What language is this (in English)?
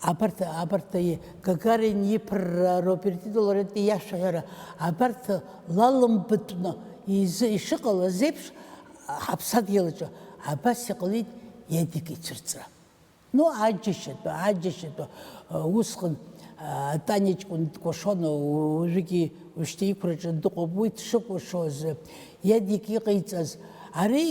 Abkhazian